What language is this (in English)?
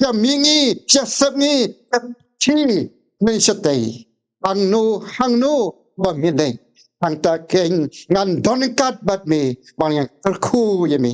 Khasi